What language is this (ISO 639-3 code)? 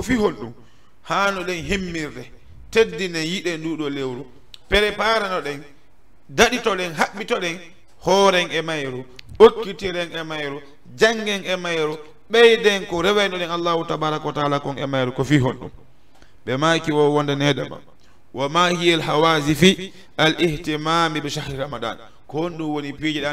ful